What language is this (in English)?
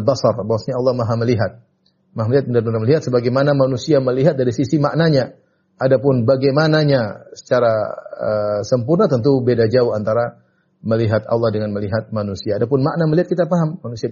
Indonesian